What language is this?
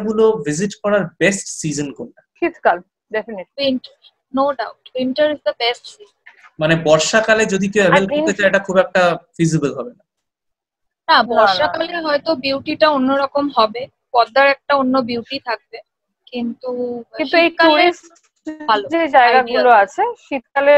Bangla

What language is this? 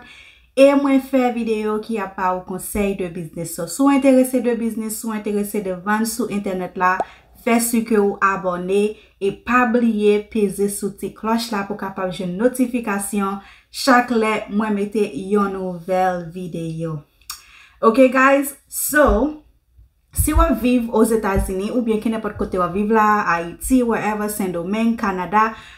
Haitian Creole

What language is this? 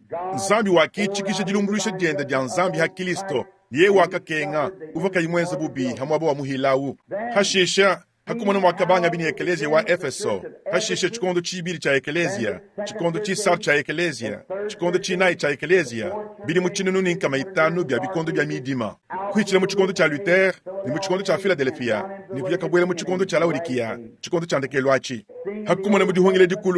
Luba-Lulua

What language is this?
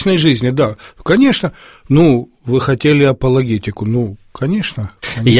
Russian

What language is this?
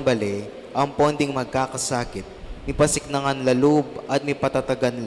Pampanga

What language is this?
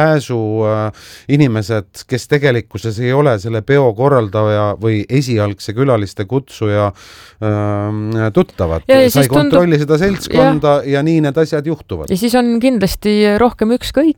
Estonian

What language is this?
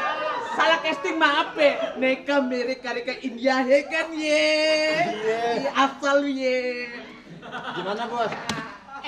Betawi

